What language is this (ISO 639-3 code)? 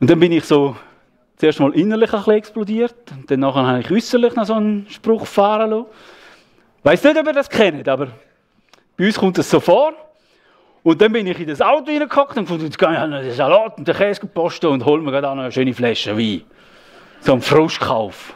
gsw